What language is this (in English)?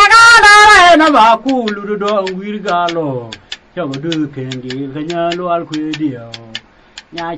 Nuer